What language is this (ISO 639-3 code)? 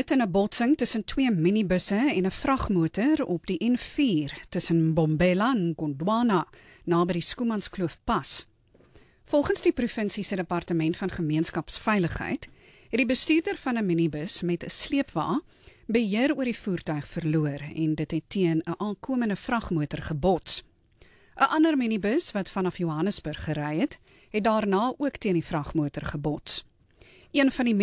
afr